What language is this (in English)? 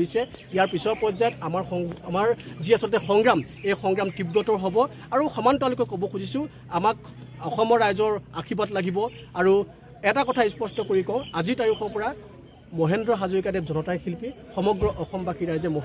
Assamese